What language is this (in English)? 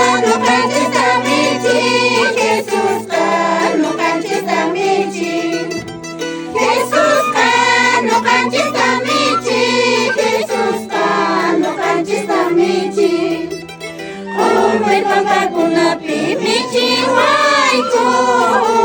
Quechua